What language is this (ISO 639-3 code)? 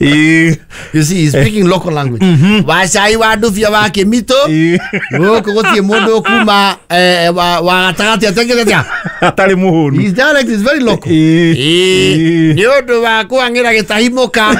kik